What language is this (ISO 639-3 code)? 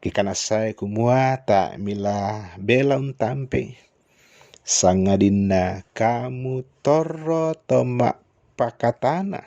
sda